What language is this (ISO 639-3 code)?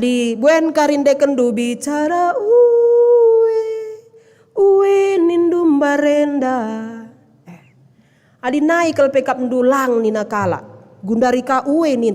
btx